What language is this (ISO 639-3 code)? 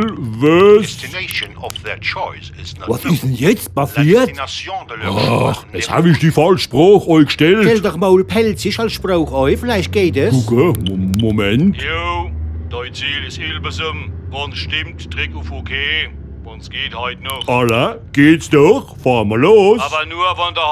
pfl